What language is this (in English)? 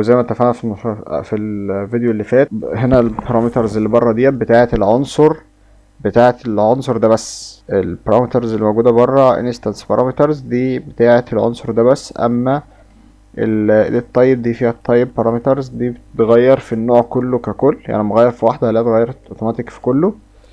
Egyptian Arabic